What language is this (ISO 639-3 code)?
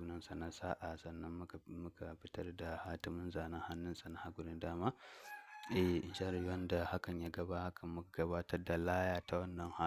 hau